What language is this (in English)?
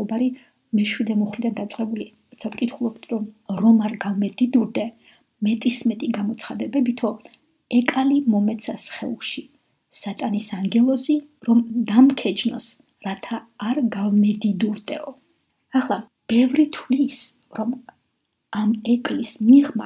Georgian